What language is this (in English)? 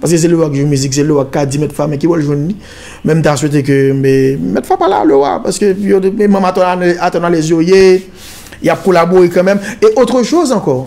Haitian Creole